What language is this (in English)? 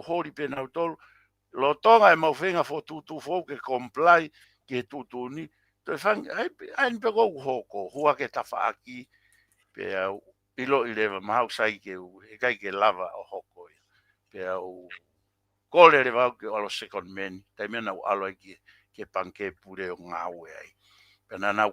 Tongan